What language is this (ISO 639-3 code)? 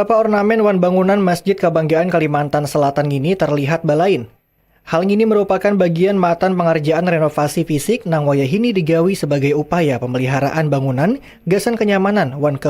bjn